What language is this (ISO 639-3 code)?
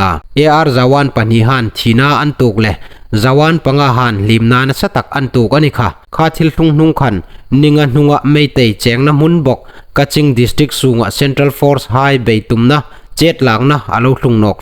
hmr